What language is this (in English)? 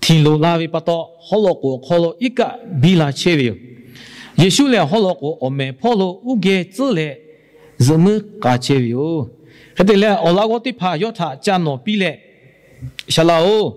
Lahu